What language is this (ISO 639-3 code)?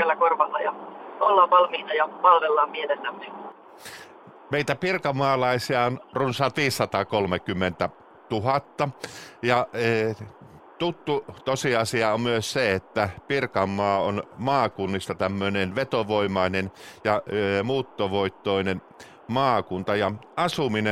fin